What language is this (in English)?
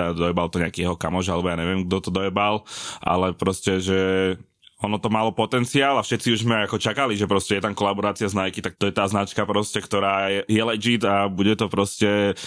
Slovak